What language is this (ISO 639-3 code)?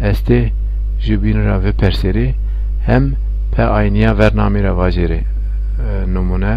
zza